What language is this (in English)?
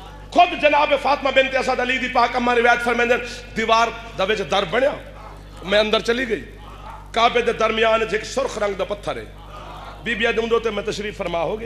Saraiki